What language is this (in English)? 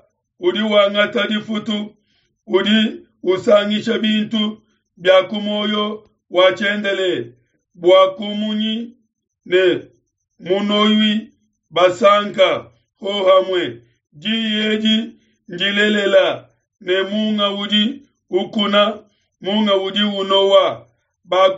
Luba-Lulua